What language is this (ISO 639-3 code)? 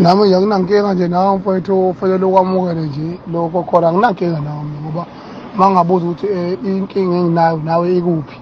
zul